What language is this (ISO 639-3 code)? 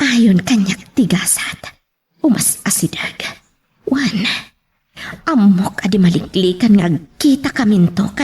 ilo